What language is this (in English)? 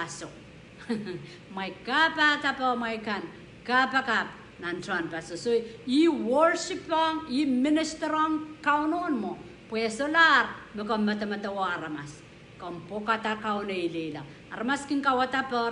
Pohnpeian